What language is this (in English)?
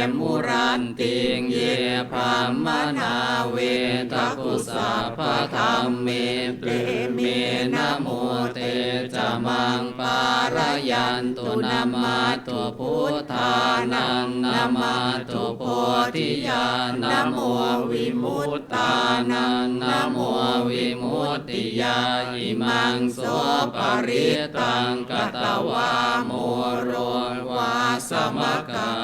Pali